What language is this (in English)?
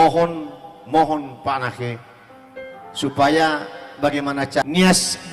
Nias